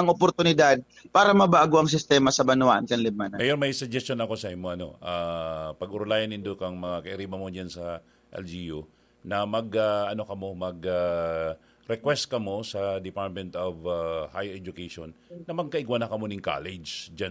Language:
Bikol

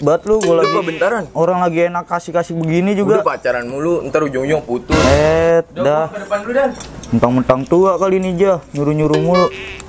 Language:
Betawi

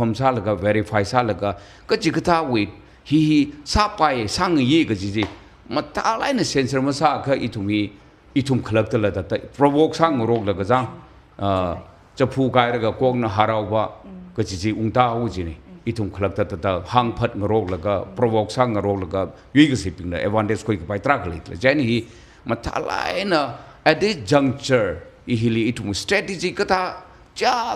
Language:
Tangkhul Naga (India)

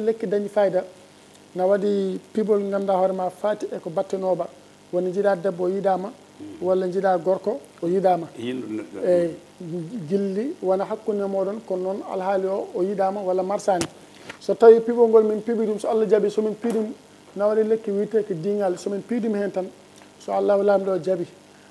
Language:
Fula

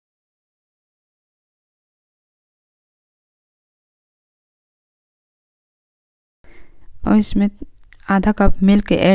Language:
Hindi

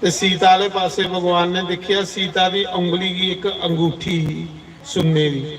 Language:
Dogri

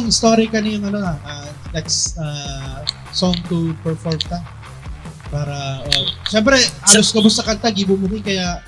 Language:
Bikol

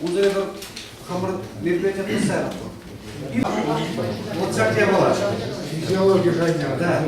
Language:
Chuvash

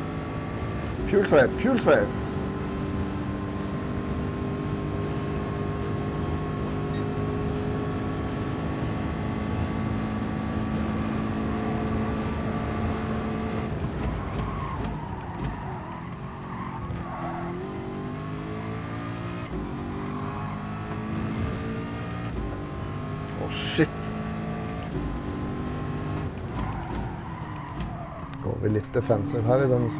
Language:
Norwegian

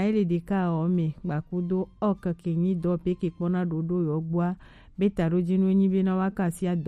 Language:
Gen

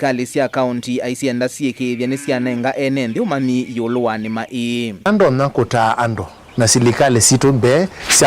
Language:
Kamba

